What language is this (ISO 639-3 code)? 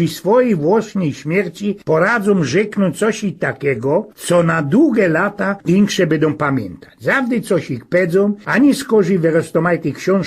szl